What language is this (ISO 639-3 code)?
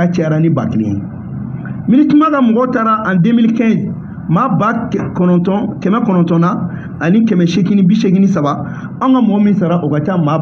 bam